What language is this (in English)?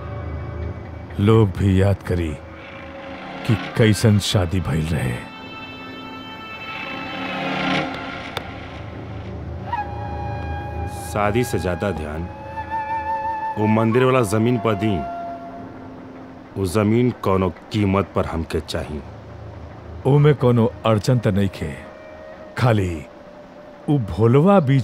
Bhojpuri